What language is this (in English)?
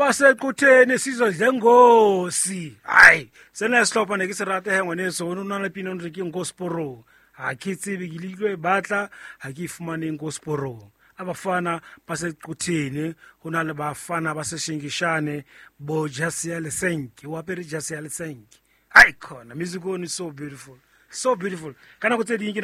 Southern Sotho